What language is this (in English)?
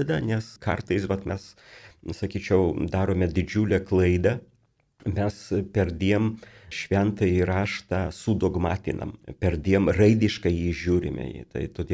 Lithuanian